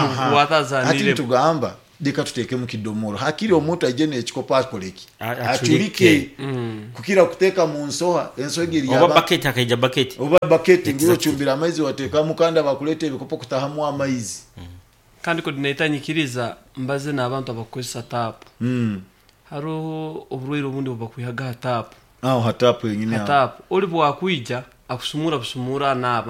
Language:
Nyoro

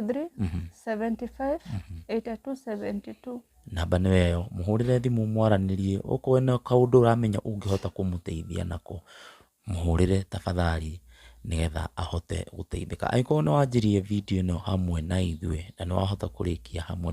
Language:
Kikuyu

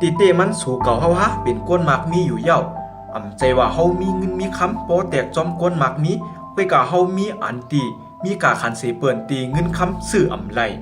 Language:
Shan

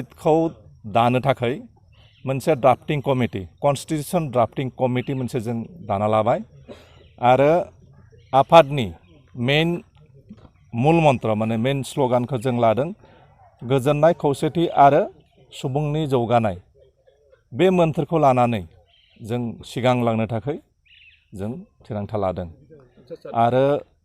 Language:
Bodo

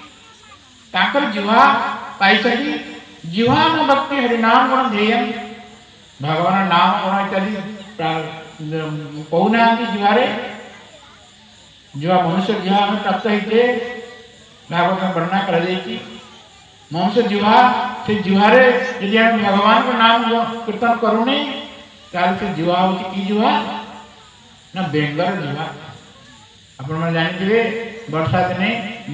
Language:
Odia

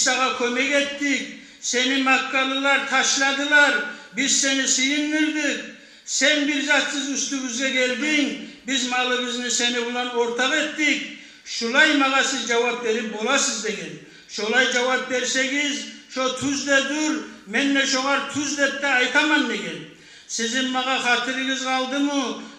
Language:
Kumyk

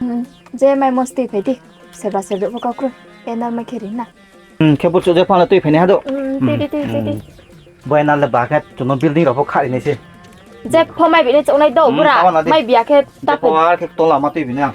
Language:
Riang (India)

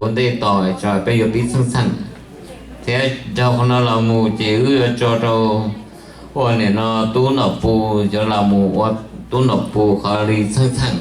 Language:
Hmong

